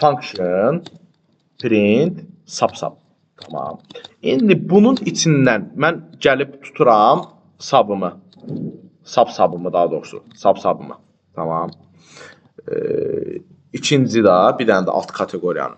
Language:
Azerbaijani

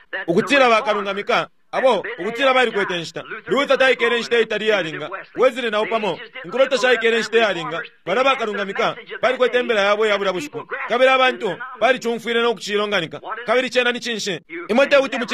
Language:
Bemba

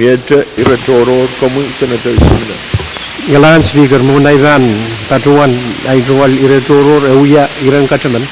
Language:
Pohnpeian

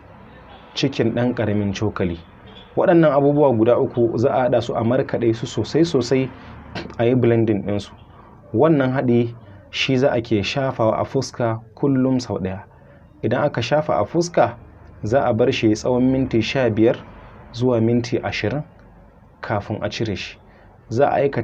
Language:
Hausa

